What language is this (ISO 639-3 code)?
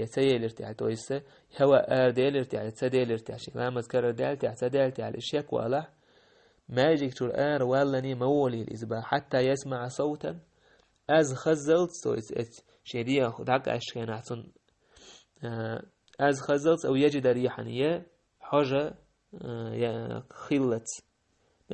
che